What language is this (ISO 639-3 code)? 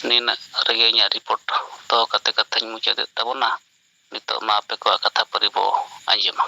sat